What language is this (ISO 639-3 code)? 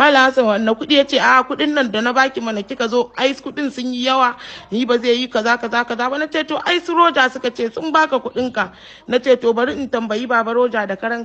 hau